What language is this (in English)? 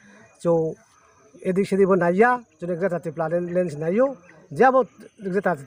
Riang (India)